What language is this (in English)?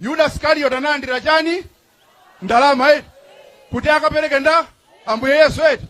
Nyanja